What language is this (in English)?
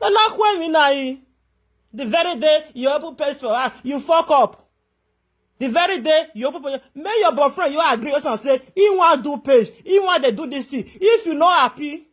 Nigerian Pidgin